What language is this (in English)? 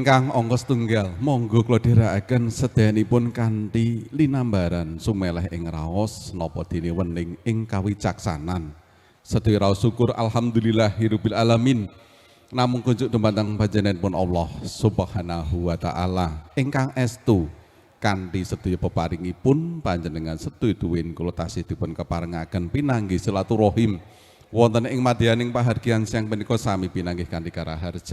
Javanese